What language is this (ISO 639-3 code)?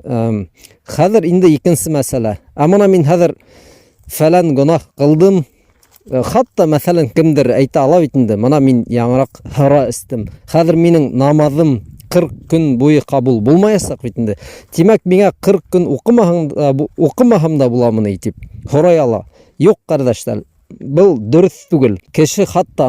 bak